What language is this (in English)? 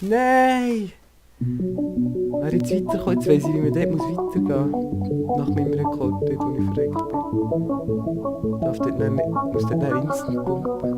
Swiss German